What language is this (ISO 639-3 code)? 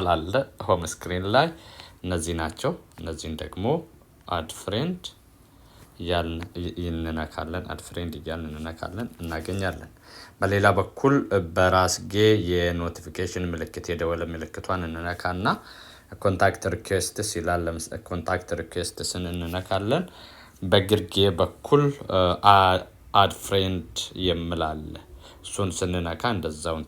amh